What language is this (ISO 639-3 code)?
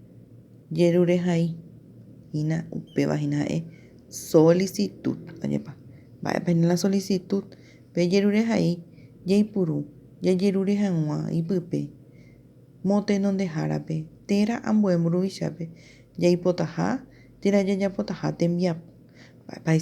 grn